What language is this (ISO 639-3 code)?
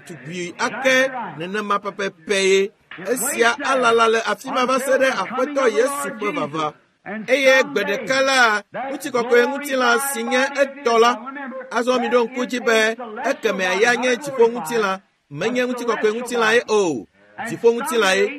ewe